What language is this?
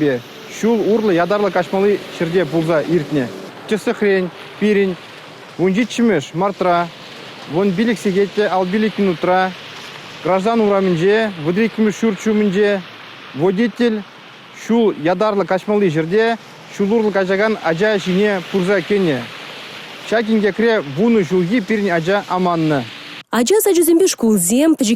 Chuvash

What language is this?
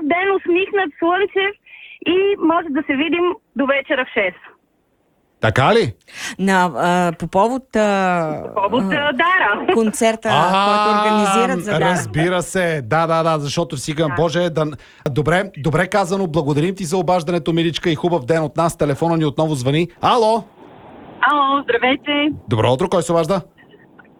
Bulgarian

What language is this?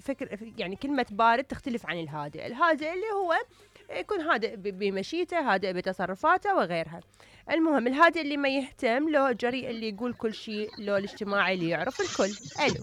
Mesopotamian Arabic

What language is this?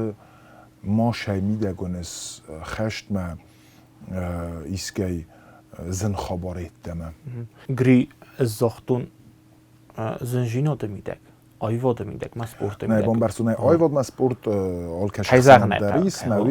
Ossetic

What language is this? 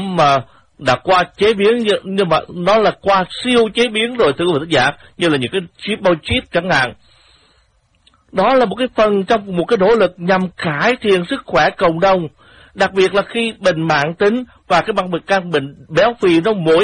Vietnamese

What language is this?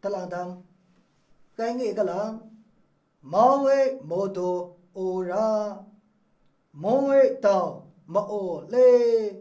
Maru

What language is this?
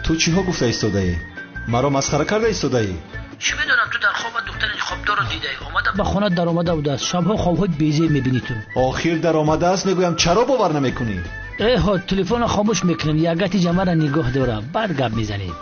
Tajik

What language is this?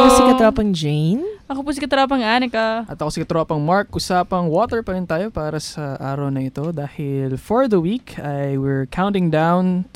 Filipino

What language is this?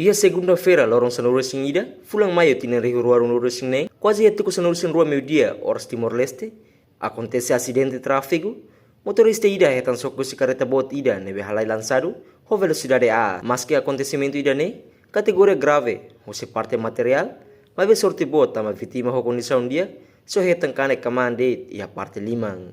Tetum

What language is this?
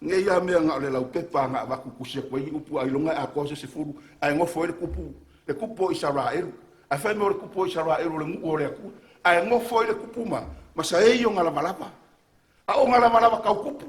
Samoan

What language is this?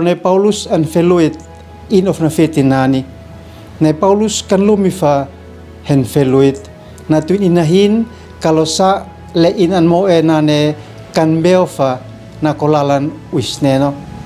Uab Meto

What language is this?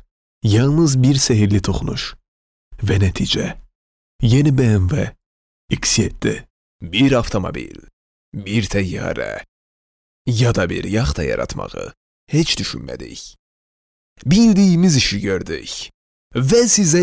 Azerbaijani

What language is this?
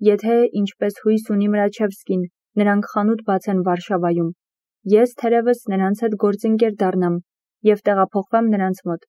Armenian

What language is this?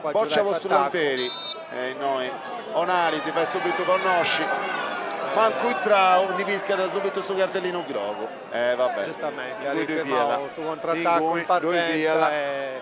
Sardinian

